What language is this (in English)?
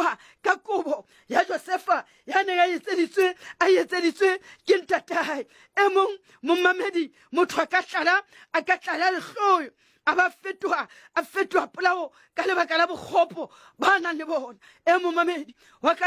Southern Sotho